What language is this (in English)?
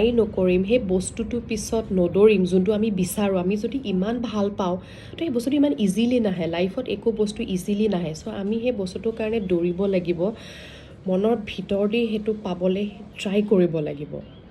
Assamese